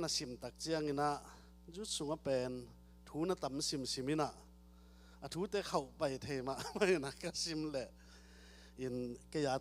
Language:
Tedim Chin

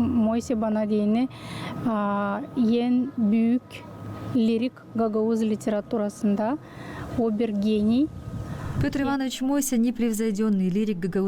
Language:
Gagauz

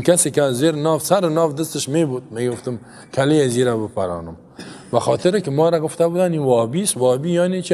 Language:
Persian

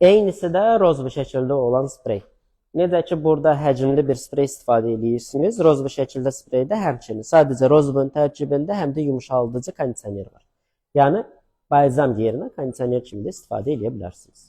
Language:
Azerbaijani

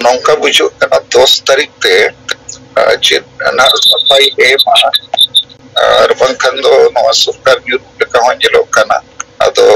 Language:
Santali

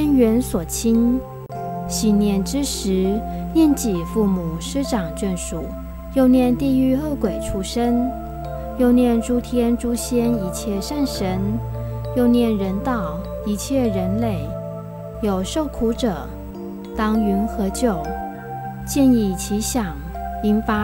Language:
Chinese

